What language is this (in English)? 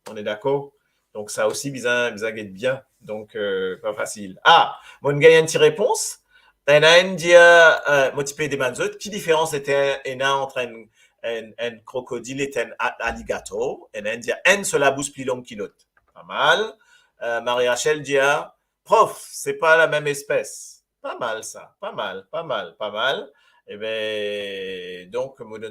Morisyen